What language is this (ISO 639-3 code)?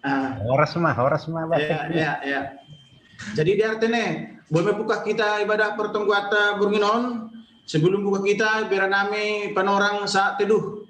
bts